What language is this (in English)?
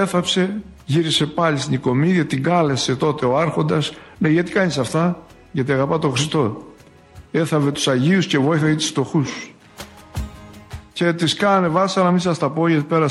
Greek